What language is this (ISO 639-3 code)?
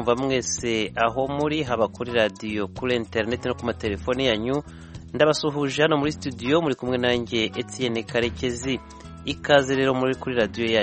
kin